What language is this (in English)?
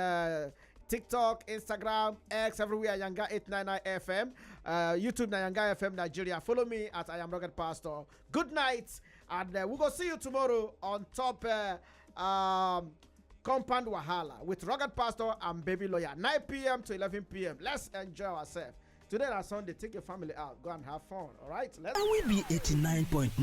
Nigerian Pidgin